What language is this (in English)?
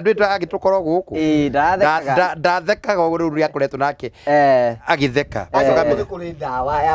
Kikuyu